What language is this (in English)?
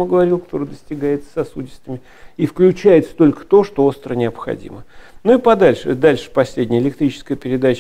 Russian